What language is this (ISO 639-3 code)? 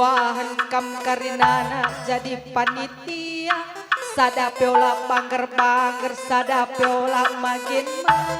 btx